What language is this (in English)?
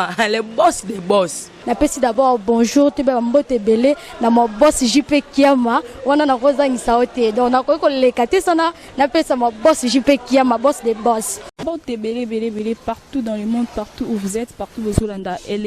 Lingala